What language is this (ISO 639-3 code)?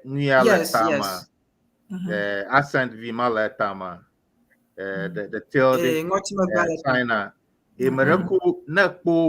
ewe